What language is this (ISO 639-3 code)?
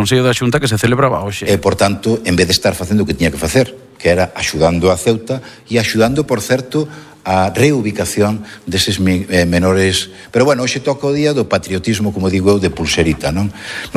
glg